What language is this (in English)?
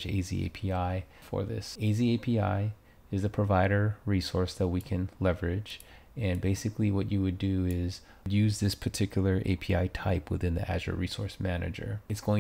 English